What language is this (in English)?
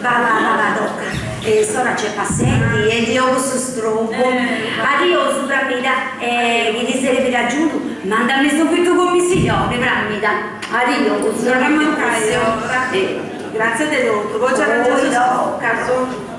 Sardinian